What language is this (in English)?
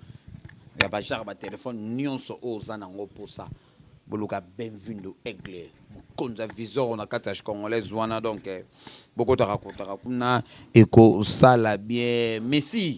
Lingala